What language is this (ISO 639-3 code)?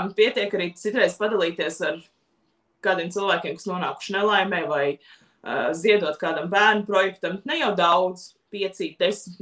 lav